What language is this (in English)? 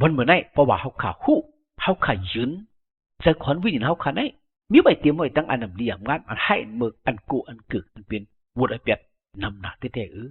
Shan